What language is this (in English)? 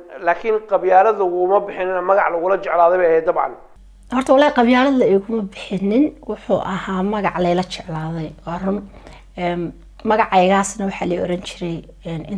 Somali